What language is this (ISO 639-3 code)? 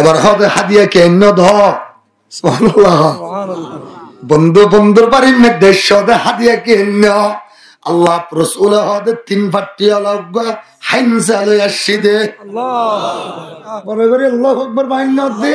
rhg